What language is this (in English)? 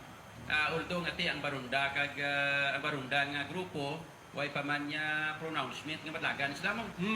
Hiligaynon